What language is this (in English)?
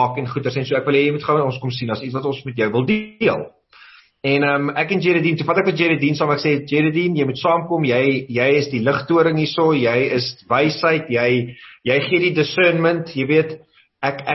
Afrikaans